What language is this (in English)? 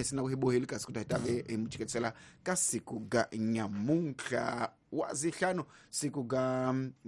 Tsonga